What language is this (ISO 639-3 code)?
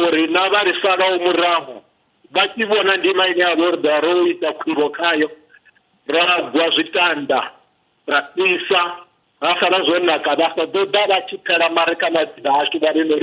ven